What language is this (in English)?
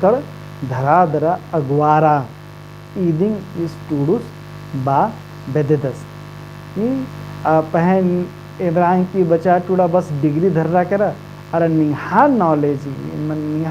Kurukh